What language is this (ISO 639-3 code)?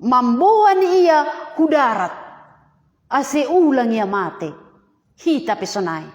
bts